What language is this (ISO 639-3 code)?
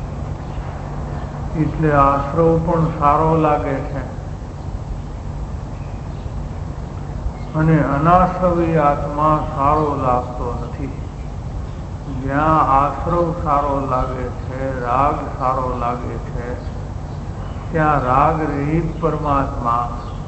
guj